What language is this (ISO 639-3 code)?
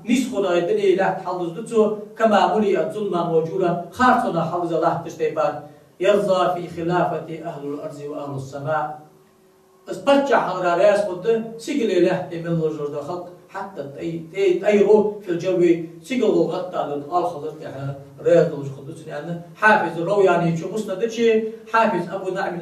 inh